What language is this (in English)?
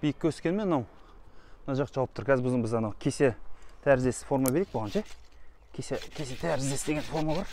Kazakh